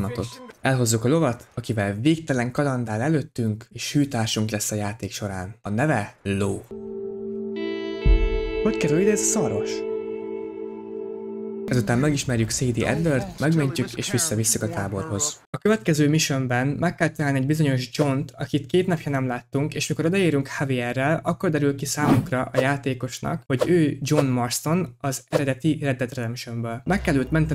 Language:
Hungarian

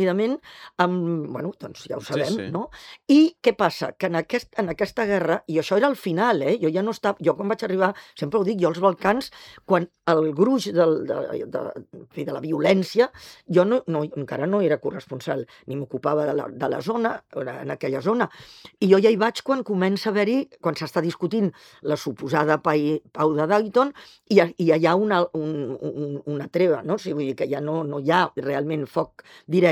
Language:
Catalan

